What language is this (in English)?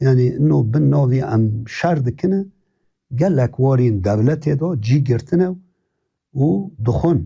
Kurdish